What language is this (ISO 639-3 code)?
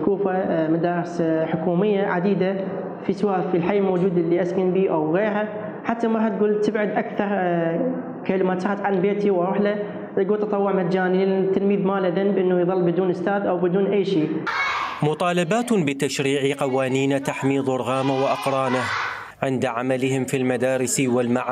acm